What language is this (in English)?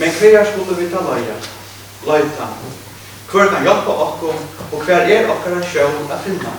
Faroese